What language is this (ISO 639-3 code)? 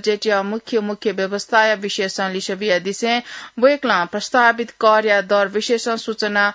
new